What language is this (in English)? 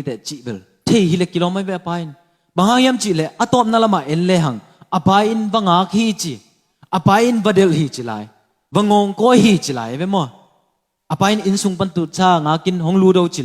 Tedim Chin